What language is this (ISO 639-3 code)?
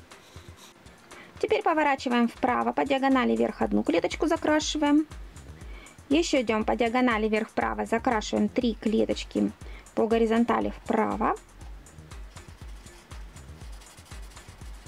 rus